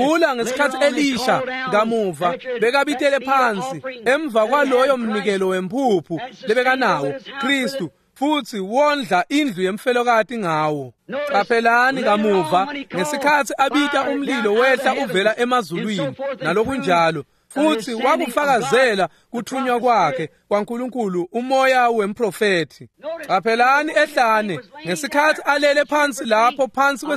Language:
Swati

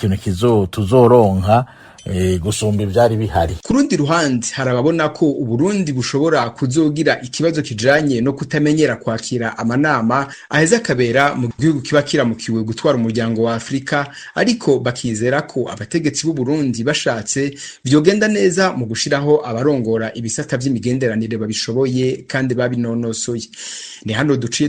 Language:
Rundi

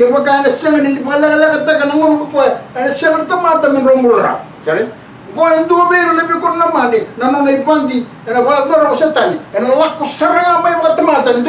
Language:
Fijian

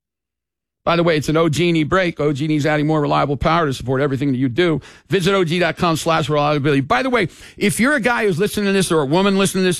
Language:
English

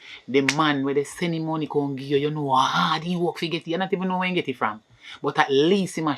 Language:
Jamaican Creole English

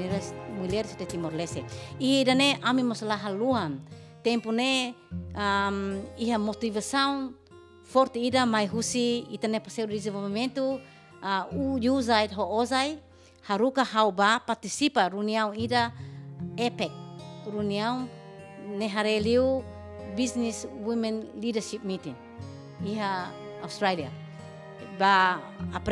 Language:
Tetum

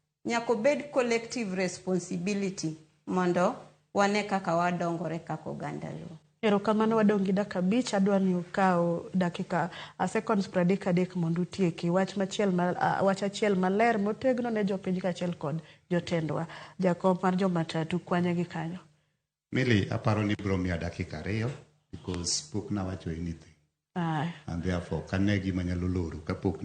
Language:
Luo (Kenya and Tanzania)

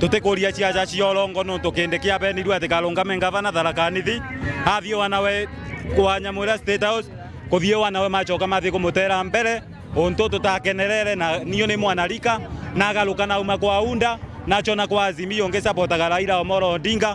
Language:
Meru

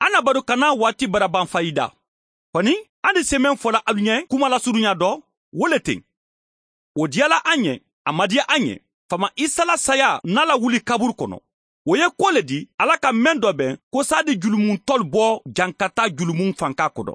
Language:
Mandingo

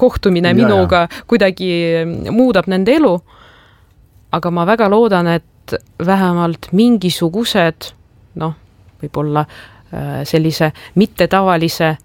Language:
Estonian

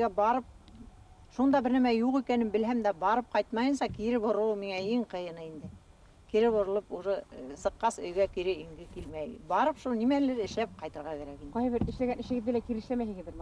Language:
Bashkir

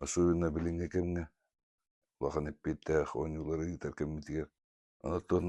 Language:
Yakut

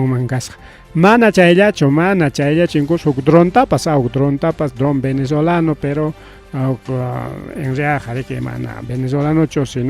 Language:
Ayacucho Quechua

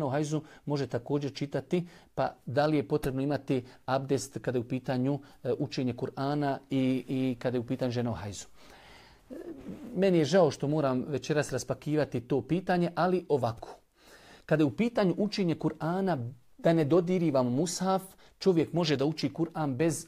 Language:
Bosnian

